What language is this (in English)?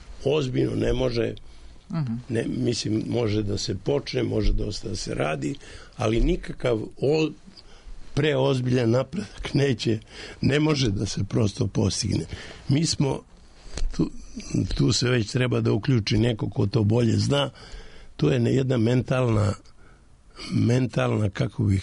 Serbian